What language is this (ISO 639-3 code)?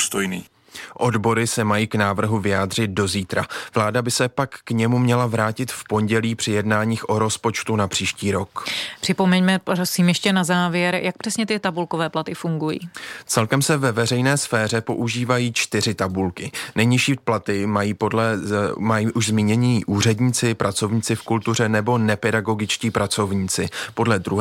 ces